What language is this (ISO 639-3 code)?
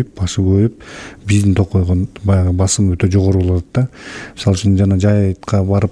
kir